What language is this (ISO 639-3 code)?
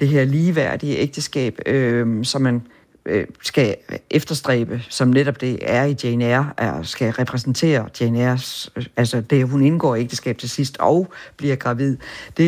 dan